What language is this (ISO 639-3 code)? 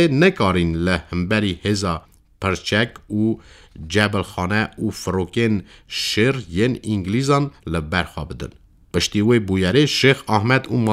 kur